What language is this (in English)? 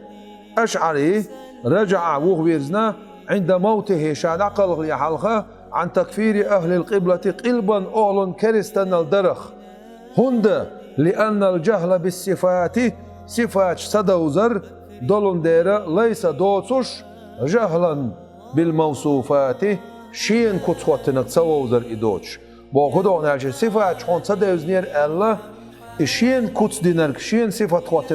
Chechen